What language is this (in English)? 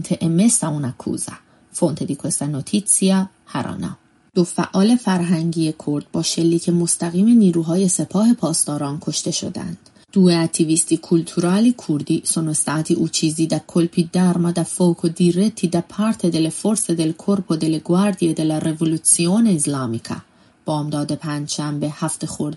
Italian